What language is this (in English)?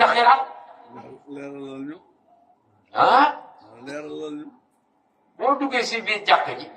Wolof